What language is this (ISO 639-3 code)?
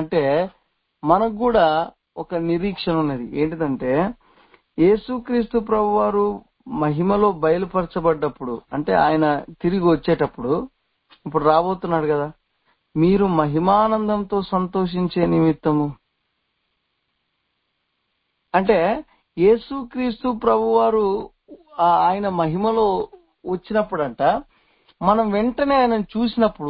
tel